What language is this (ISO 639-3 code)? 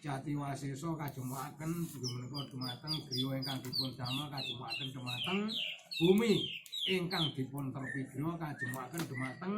jav